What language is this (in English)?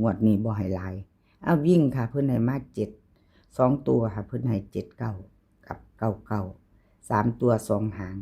Northeastern Thai